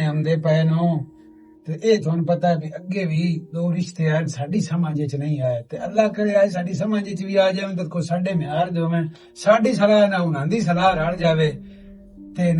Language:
Western Panjabi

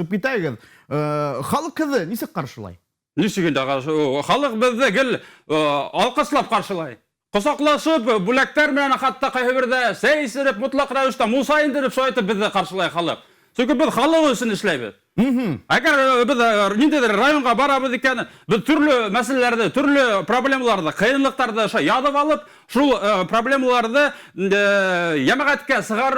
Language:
Bashkir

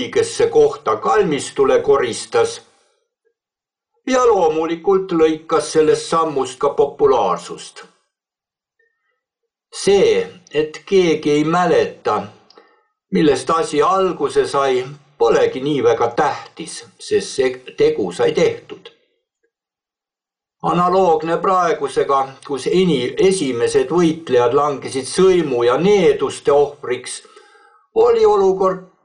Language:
Estonian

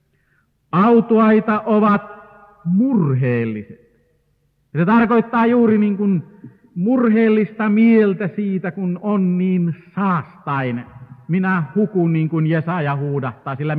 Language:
Finnish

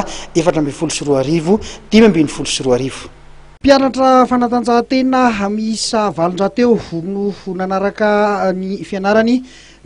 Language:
Malagasy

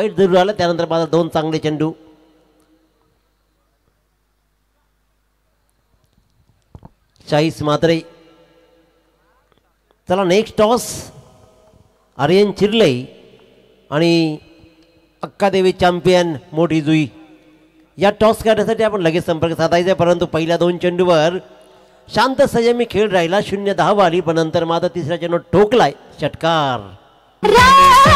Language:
Marathi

